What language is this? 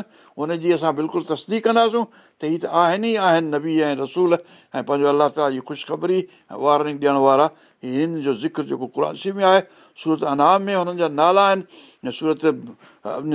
Sindhi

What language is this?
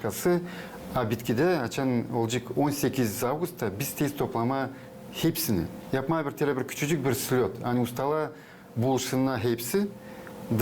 Gagauz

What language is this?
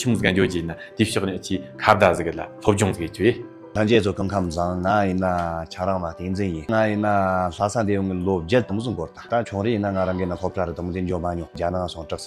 Tibetan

